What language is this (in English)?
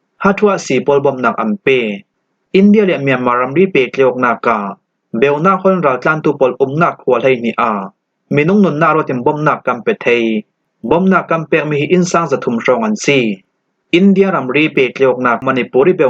Falam Chin